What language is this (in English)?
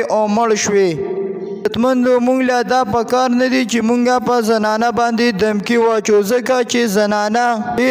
Pashto